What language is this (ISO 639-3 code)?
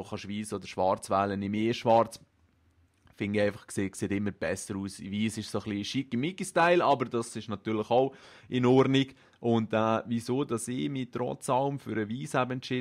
gsw